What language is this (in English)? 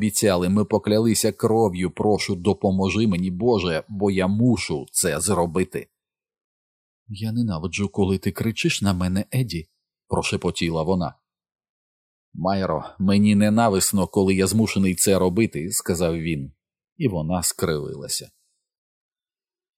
Ukrainian